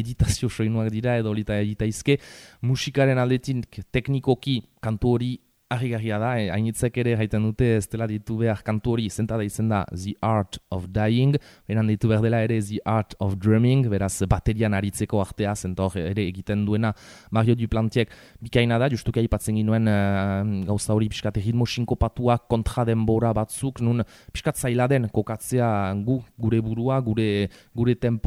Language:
Basque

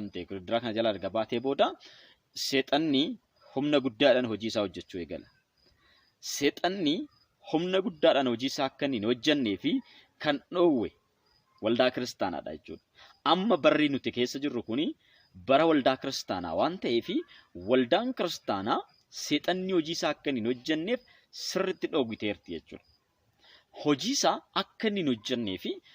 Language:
Oromo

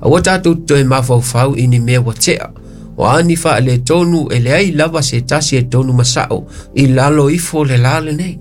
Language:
Samoan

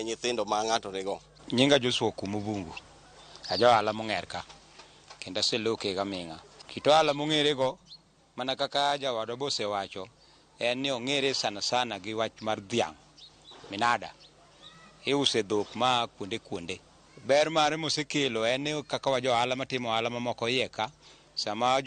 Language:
Luo (Kenya and Tanzania)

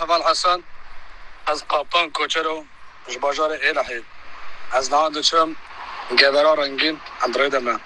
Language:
Kurdish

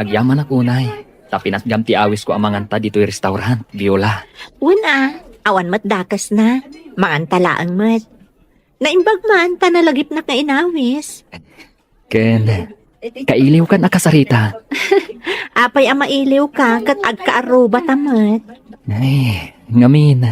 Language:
Iloko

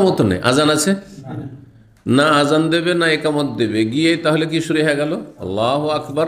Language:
Bangla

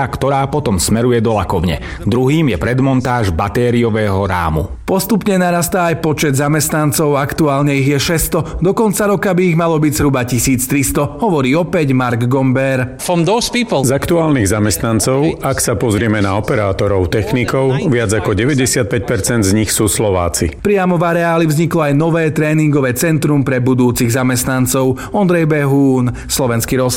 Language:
Slovak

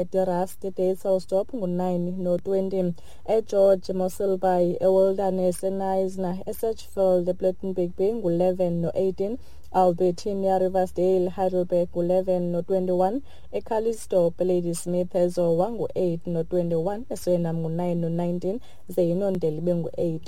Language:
Xhosa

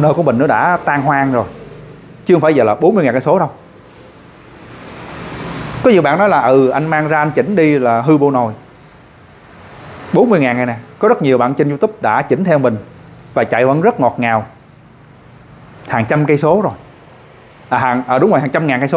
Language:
Vietnamese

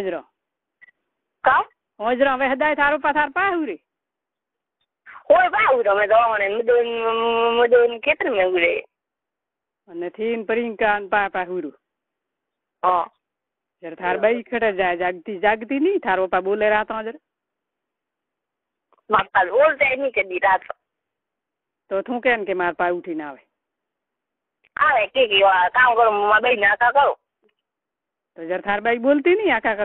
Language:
Gujarati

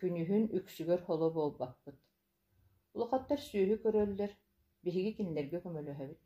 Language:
Yakut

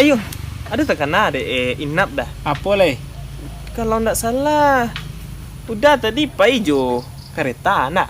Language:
Minangkabau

